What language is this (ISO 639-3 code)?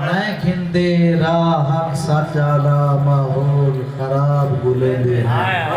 skr